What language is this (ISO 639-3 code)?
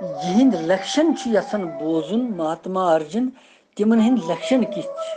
kas